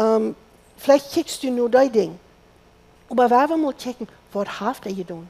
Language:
Plautdietsch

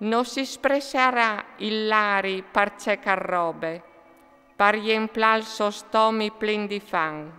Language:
Friulian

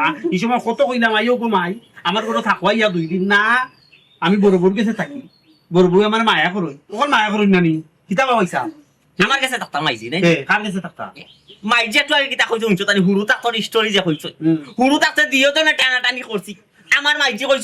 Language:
Sylheti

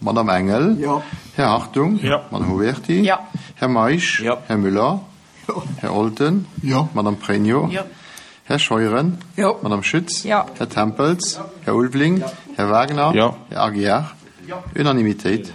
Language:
Luxembourgish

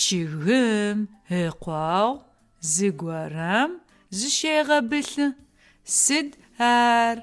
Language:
Adyghe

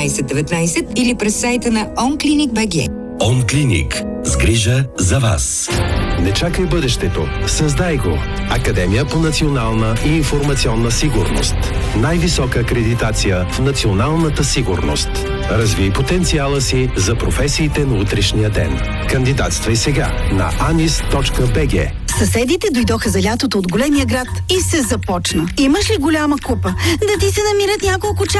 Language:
Bulgarian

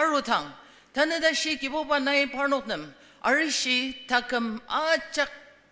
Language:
Ao Naga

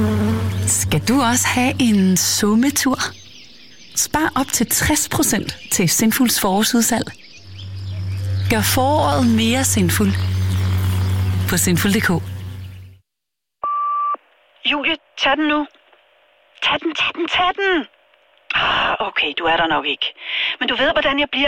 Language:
Danish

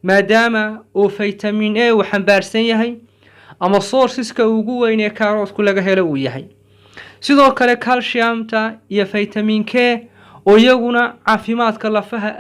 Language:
Somali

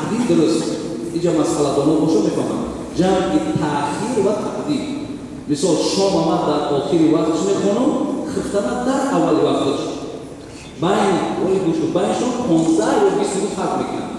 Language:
Tajik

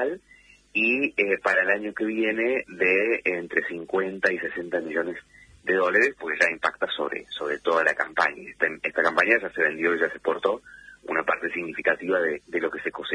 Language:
Spanish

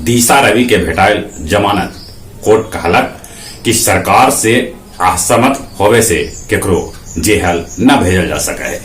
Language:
Magahi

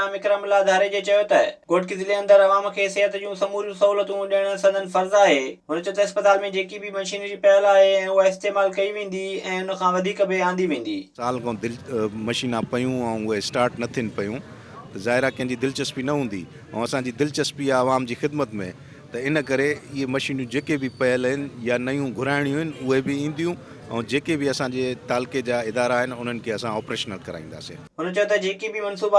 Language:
Sindhi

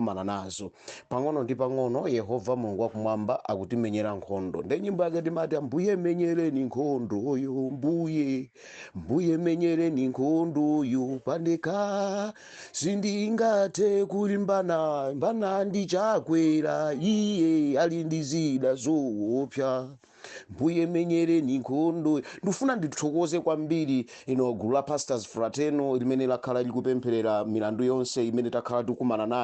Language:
Nyanja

